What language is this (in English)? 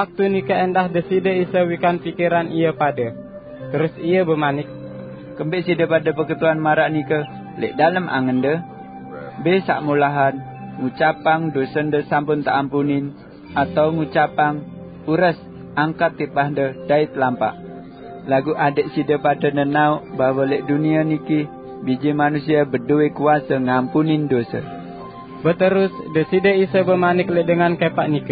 Sasak